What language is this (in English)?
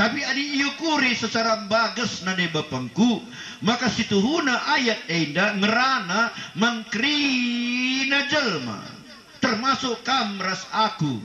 Batak Karo